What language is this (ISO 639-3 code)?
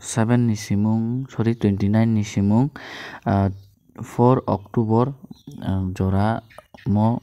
trp